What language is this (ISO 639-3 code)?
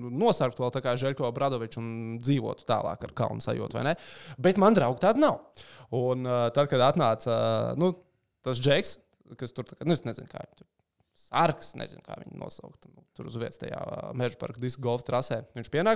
lav